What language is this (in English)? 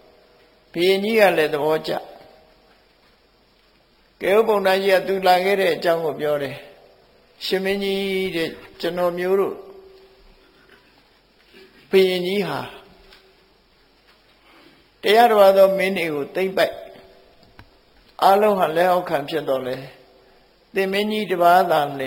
Burmese